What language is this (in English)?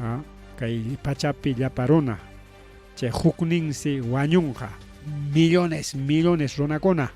Ayacucho Quechua